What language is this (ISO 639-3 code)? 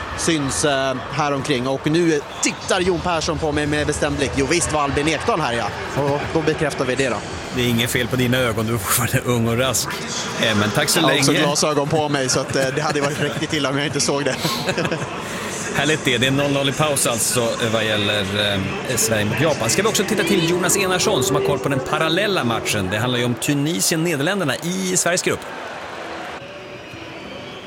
swe